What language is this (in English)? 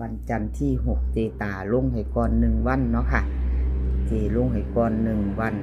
Northeastern Thai